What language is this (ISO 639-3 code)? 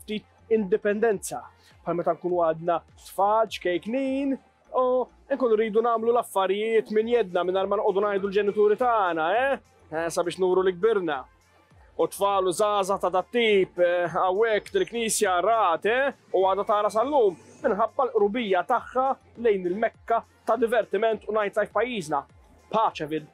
mlt